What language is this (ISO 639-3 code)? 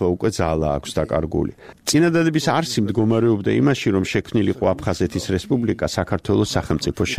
kat